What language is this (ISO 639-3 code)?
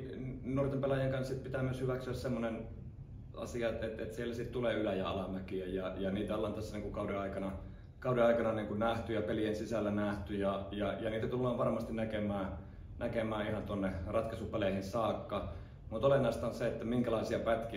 fin